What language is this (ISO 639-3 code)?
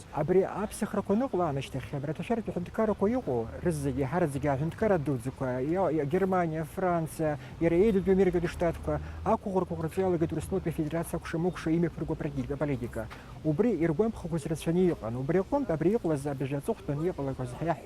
abk